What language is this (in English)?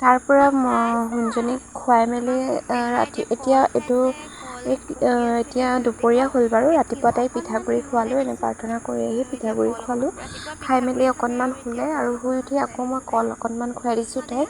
Assamese